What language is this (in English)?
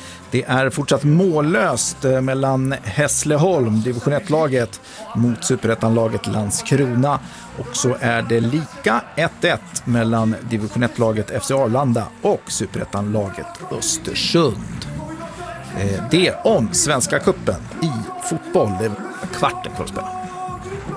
Swedish